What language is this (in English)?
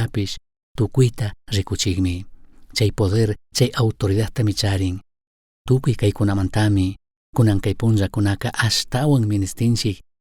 Chimborazo Highland Quichua